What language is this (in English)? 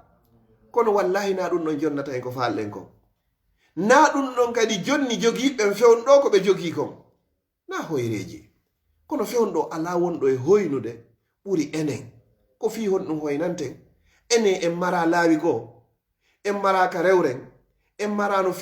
Fula